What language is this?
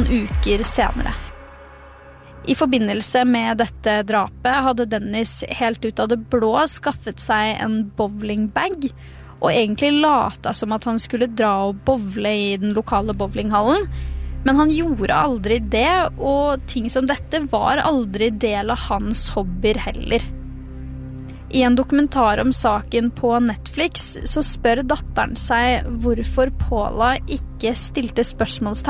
Norwegian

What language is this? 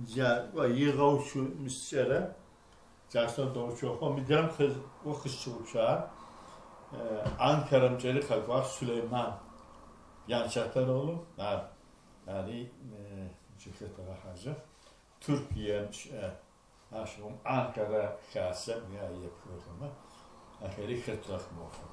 Adyghe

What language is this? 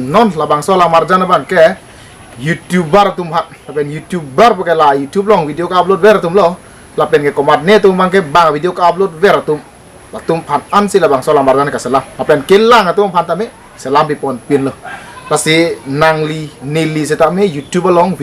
Karbi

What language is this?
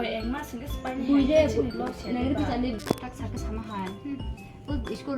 Kok Borok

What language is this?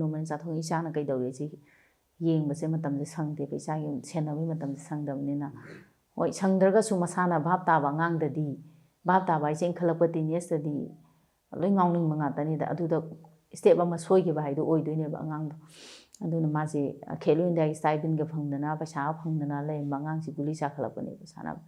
Manipuri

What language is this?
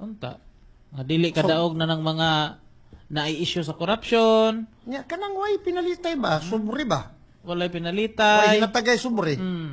Cebuano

